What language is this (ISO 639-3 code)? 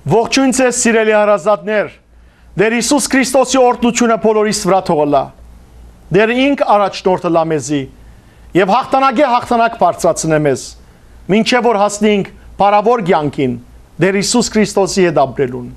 hyw